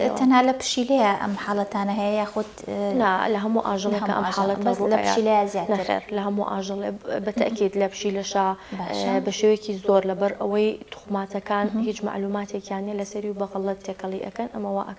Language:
Central Kurdish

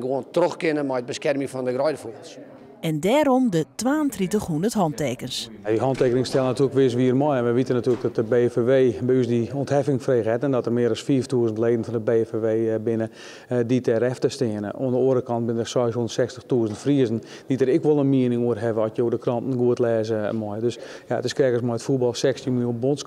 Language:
Western Frisian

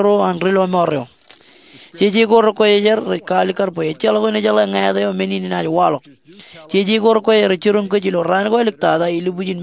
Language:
Marshallese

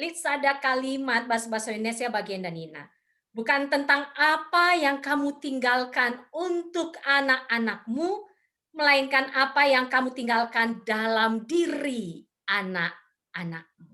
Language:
Batak Karo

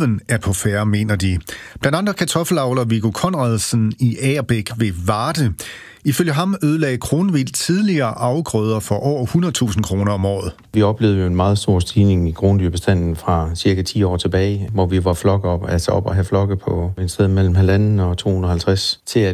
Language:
Danish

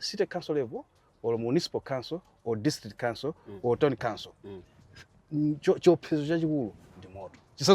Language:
Nyanja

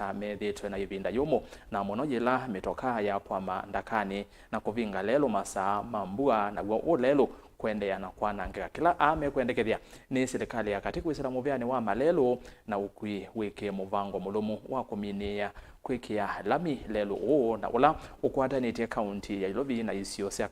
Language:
Kamba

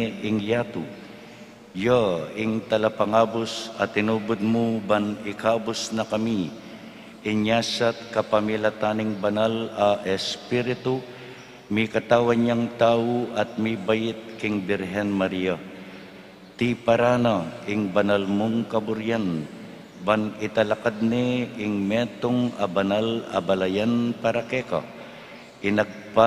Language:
Pampanga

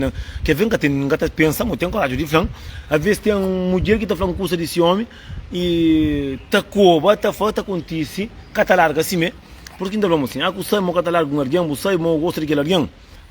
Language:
Kabuverdianu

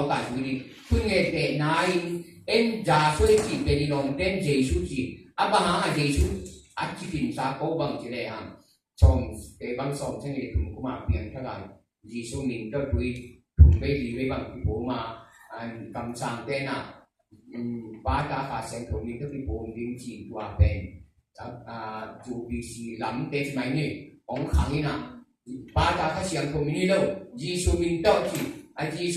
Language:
Tedim Chin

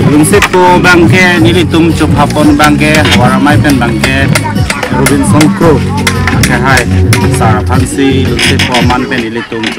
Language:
Karbi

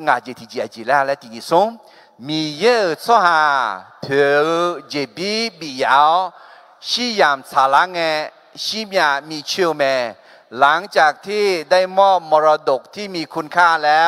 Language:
Akha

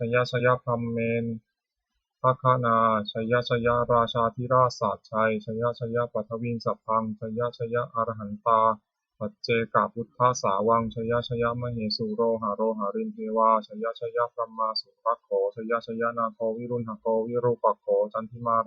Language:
Pali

